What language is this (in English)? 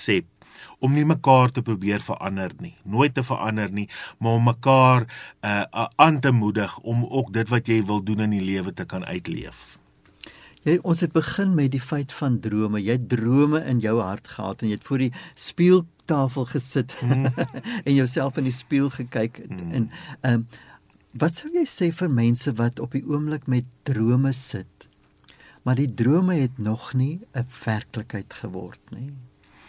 Afrikaans